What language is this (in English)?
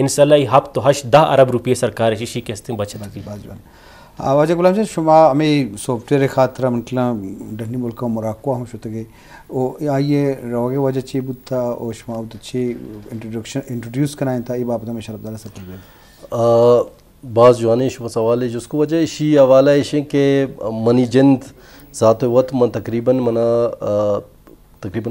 Baluchi